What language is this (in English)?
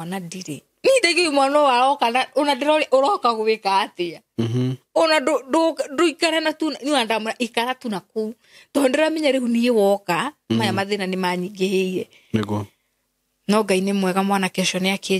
Kikuyu